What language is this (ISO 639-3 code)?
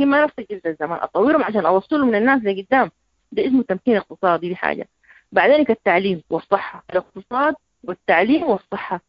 apd